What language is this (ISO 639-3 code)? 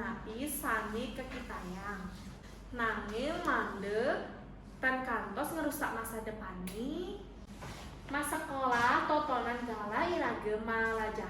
ban